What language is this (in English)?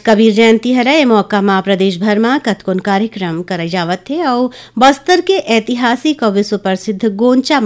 Chhattisgarhi